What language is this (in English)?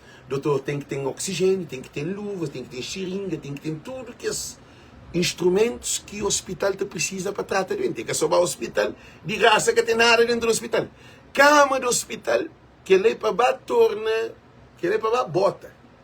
Kabuverdianu